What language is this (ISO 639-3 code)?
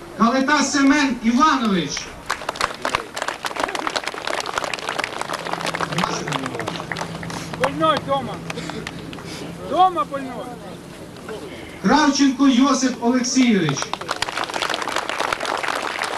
ukr